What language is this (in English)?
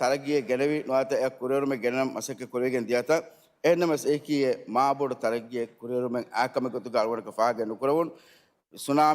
Divehi